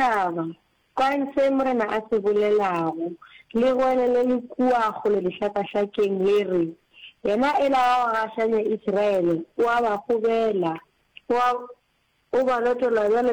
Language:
Northern Sotho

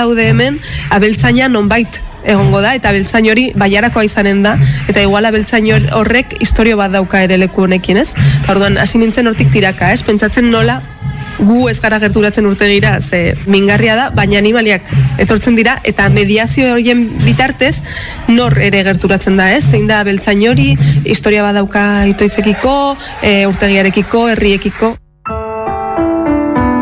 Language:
Basque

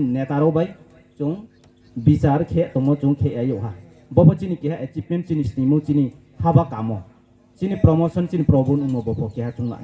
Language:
Riang (India)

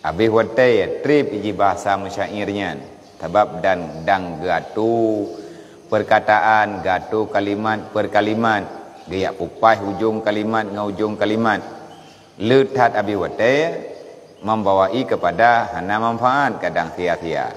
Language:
Achinese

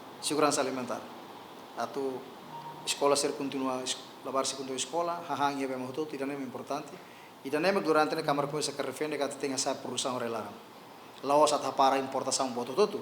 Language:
Tetum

